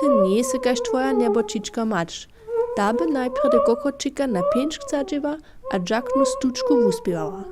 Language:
Upper Sorbian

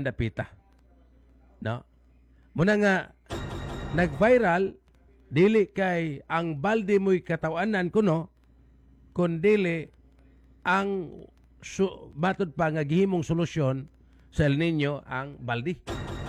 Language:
Cebuano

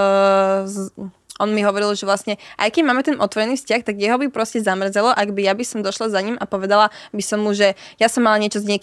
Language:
Slovak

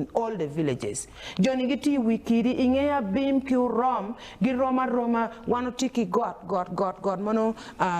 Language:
Acoli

